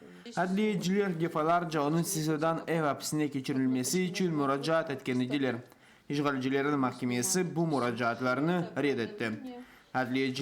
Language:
Crimean Tatar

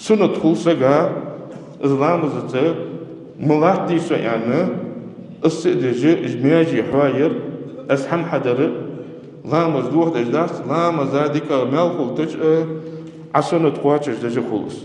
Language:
Ingush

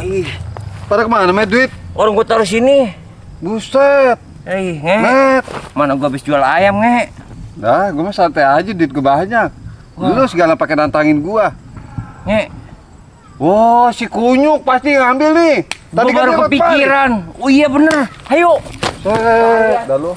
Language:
Betawi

